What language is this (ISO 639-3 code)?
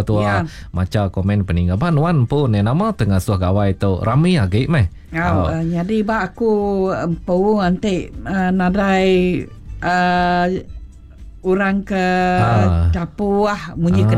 iba